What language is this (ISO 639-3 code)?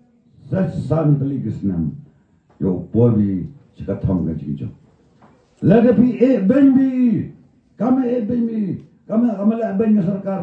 kha